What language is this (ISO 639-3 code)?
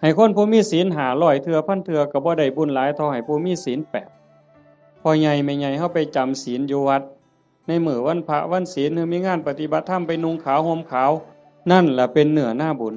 tts